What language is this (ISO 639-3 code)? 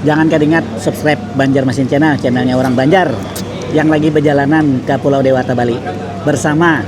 bjn